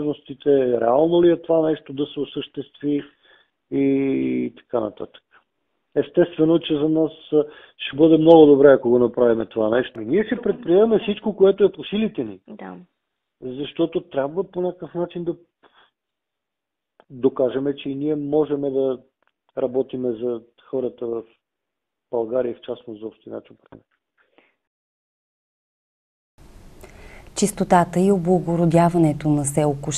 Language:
Bulgarian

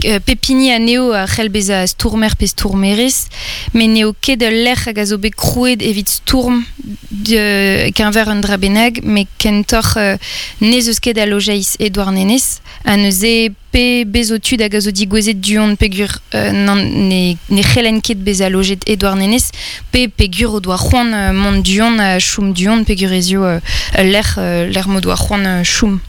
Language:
Breton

